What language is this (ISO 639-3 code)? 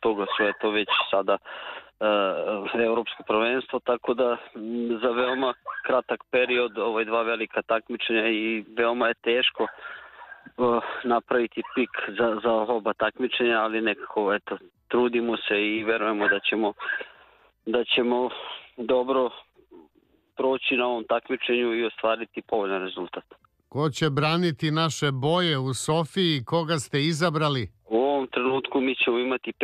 srp